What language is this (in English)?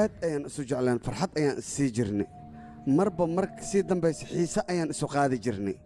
Somali